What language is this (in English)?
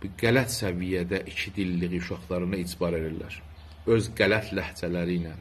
South Azerbaijani